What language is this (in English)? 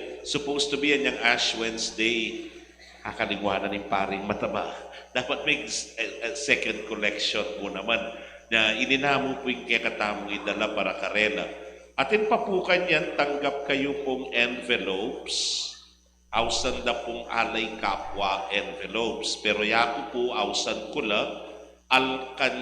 Pampanga